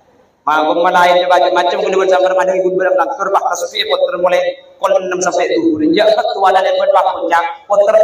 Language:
Madurese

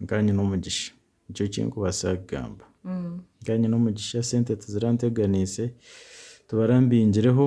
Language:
Nyankole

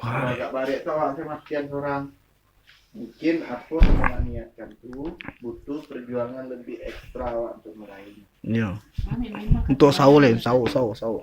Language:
Minangkabau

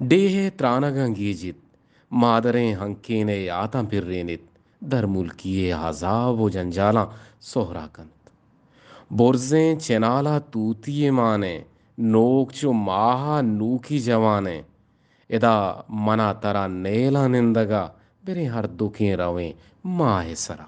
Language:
Eastern Balochi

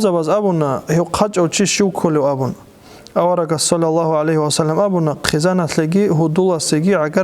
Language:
Avaric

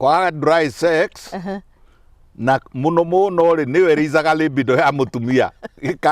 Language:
Kikuyu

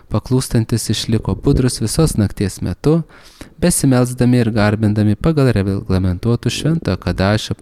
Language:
Lithuanian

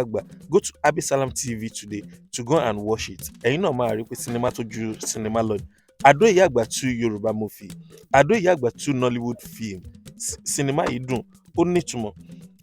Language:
Yoruba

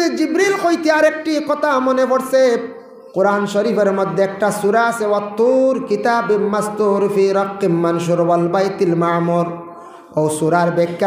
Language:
Sylheti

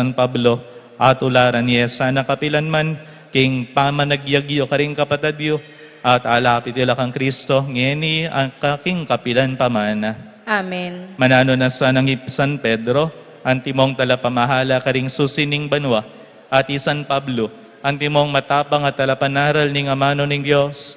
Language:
Pampanga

